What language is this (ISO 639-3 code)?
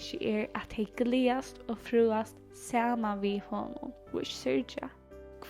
fao